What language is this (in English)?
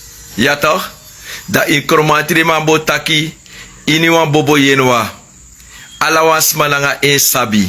Sranan Tongo